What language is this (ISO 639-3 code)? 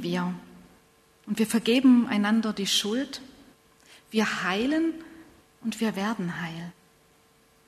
deu